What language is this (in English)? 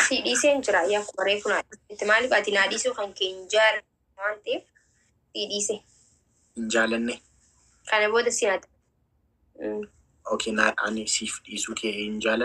Oromo